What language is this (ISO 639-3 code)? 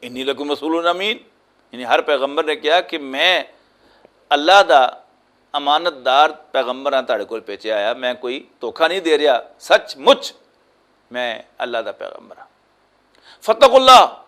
lah